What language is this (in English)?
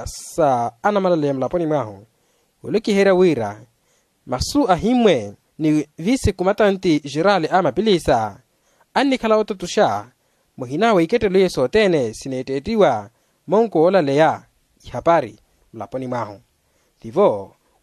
Makhuwa